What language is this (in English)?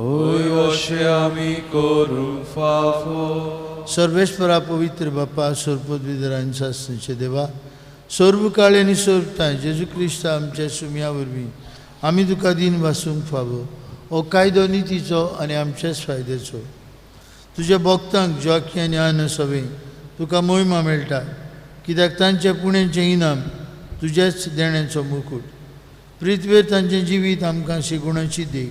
Konkani